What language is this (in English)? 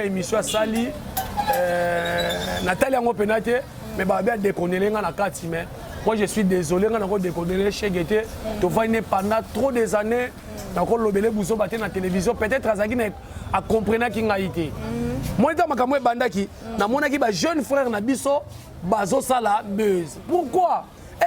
Lingala